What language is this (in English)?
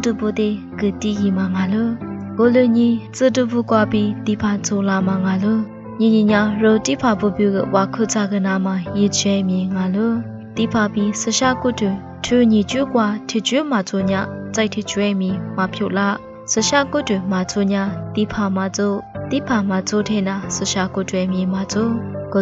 Lisu